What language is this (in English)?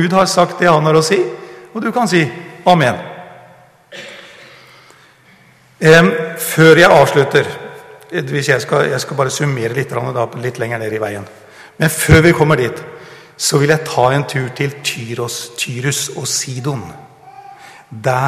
Norwegian